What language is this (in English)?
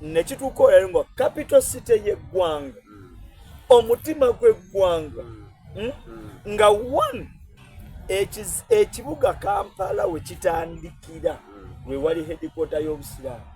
Soga